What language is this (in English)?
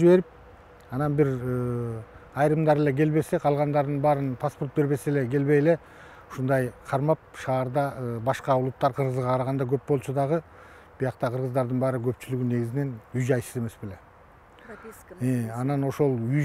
Kyrgyz